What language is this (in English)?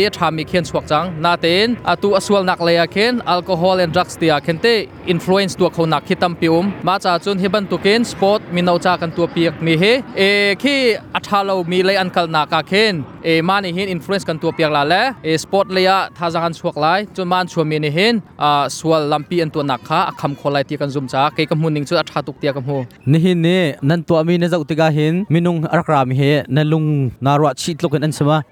Hakha Chin